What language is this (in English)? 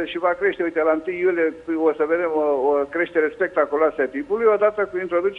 Romanian